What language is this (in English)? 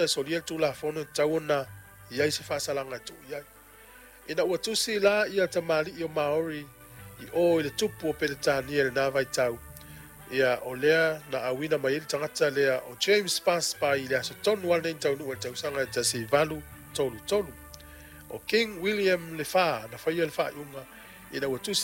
Samoan